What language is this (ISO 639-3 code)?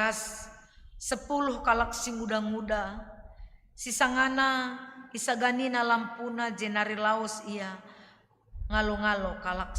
btx